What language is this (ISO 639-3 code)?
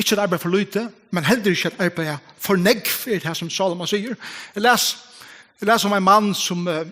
fao